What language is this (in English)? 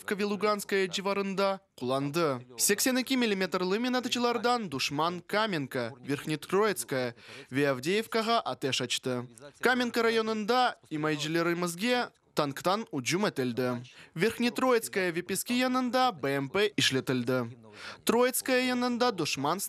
Crimean Tatar